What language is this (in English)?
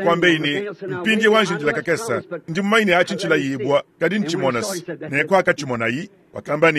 Luba-Lulua